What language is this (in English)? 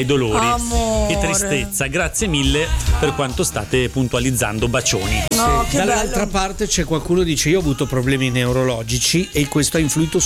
Italian